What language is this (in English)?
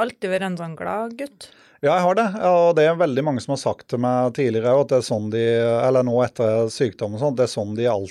Norwegian